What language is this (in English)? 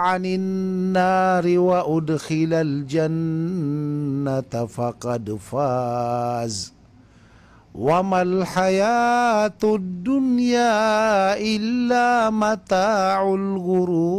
Maranao